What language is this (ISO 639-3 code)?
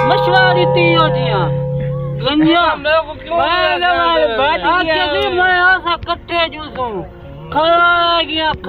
skr